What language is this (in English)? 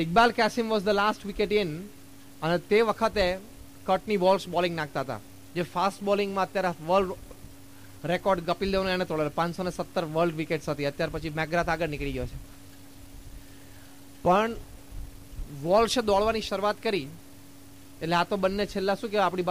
Gujarati